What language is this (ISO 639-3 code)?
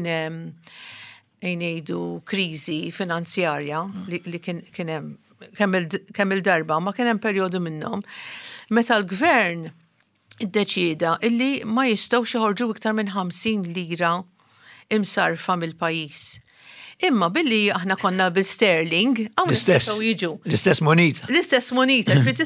mlt